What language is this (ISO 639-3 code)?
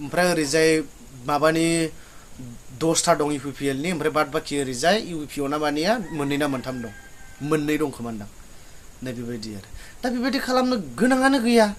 brx